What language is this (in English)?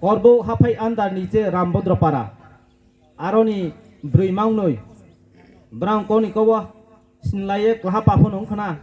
Riang (India)